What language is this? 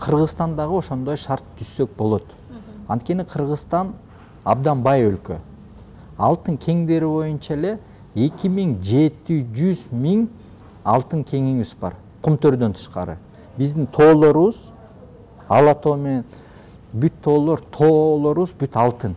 Kyrgyz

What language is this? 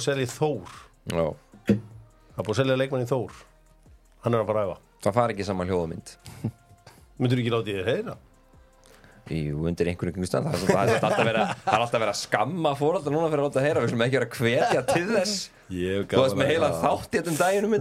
Icelandic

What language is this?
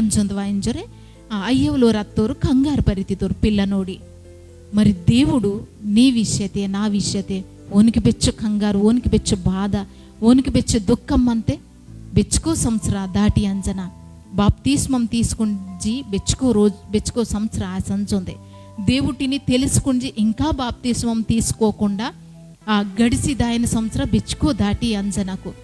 Koya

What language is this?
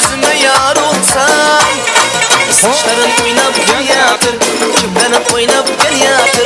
Kara-Kalpak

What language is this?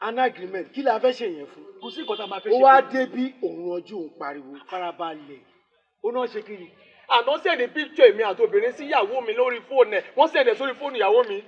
Yoruba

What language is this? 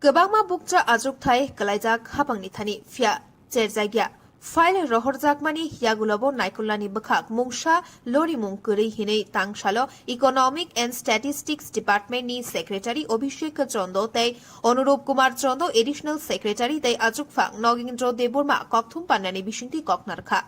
Kok Borok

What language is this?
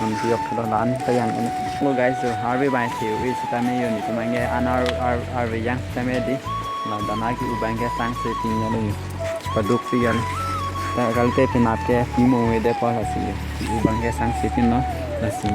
Karbi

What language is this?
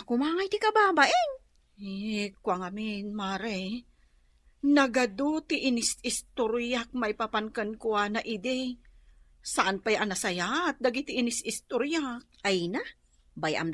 Iloko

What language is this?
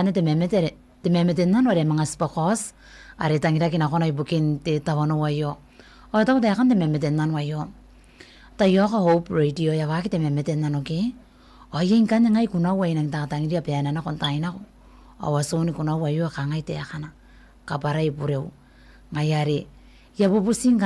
Gilbertese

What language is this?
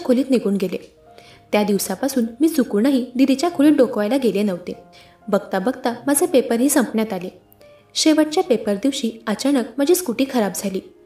Marathi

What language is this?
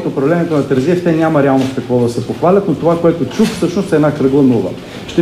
Bulgarian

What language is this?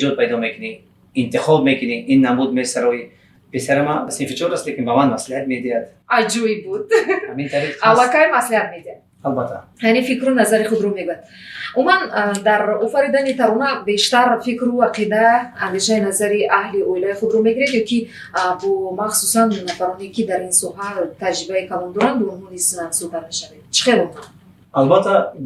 Tajik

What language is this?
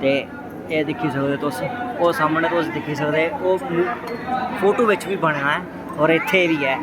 Dogri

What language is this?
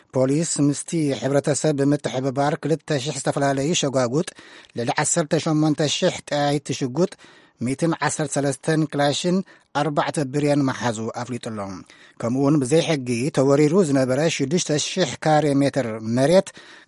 Tigrinya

